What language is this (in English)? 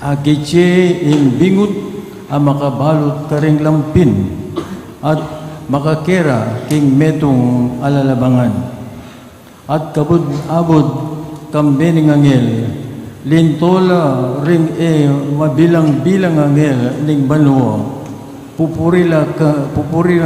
Pampanga